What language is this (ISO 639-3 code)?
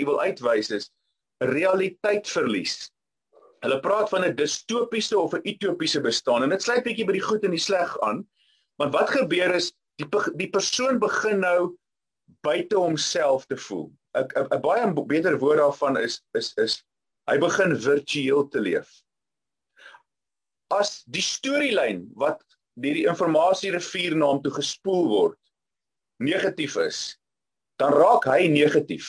afr